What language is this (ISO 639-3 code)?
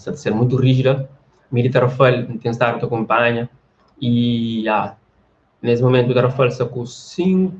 kea